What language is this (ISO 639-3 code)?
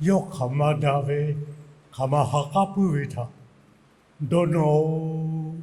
lhu